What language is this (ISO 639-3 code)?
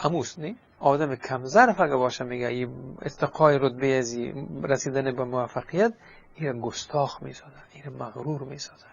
fas